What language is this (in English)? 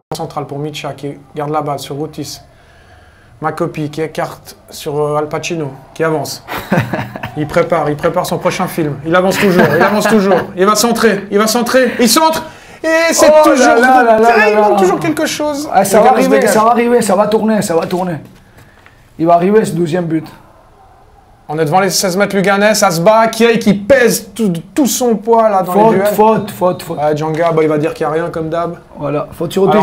French